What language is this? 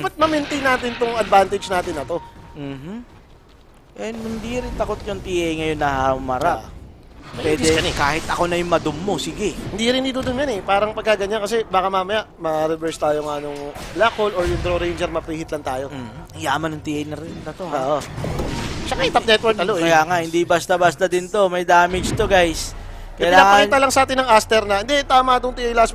Filipino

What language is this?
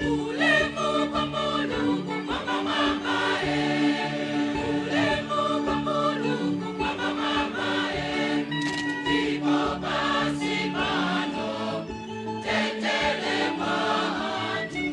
Nyanja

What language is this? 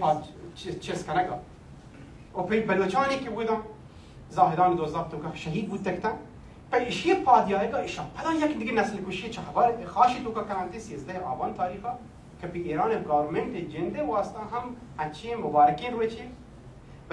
Baluchi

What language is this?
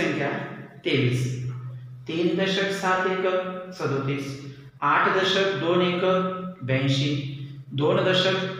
Marathi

